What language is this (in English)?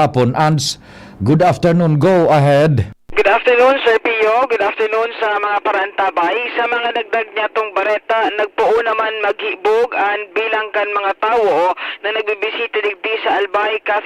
Bikol